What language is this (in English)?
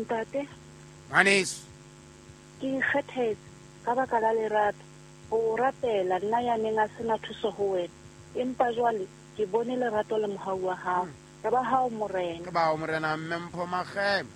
Southern Sotho